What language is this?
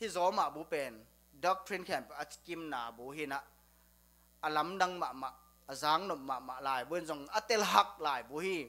Tedim Chin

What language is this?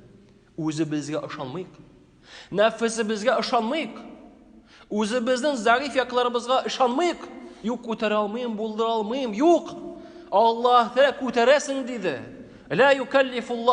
Tatar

